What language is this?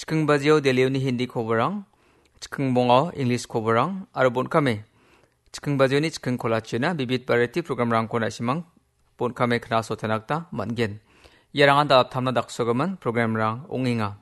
Garo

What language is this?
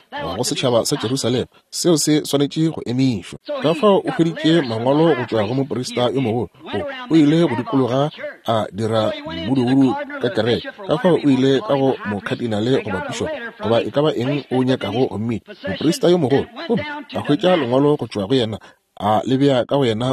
Northern Sotho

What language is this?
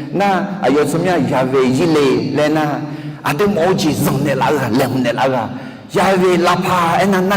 Akha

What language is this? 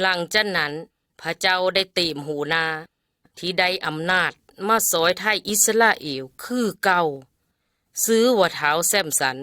Lao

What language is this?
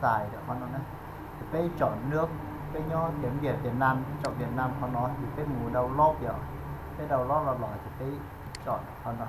Hmong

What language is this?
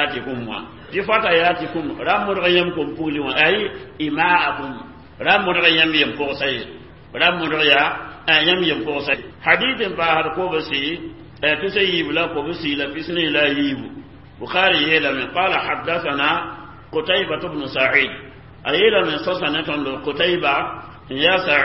Mossi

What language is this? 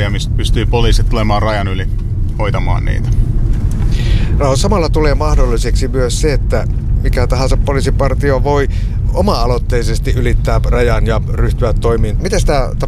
Finnish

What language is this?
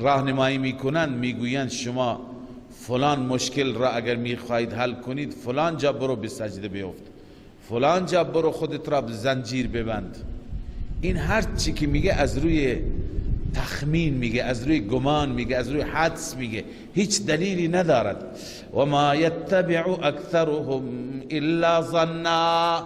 Persian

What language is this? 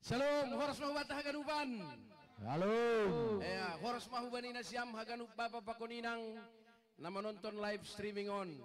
Batak Simalungun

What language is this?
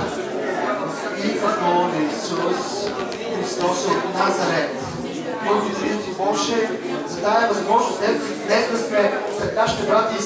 Bulgarian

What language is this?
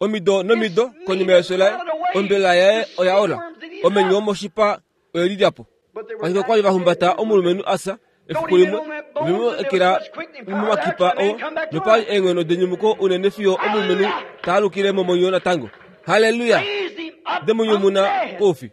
Kuanyama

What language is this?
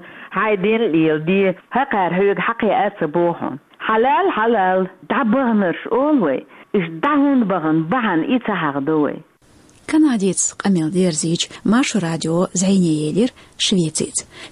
Chechen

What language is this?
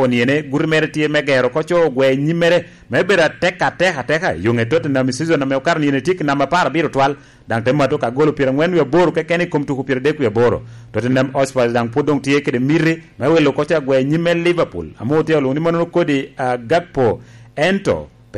Lango (Uganda)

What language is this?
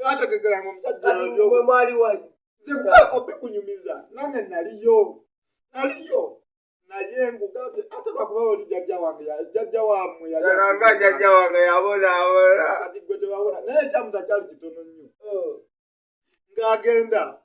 Ganda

